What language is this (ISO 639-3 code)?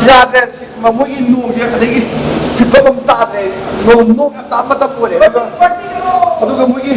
mni